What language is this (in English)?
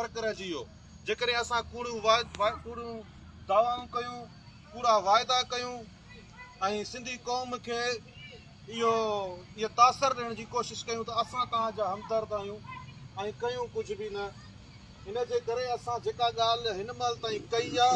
Sindhi